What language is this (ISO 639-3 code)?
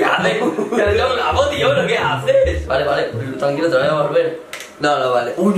spa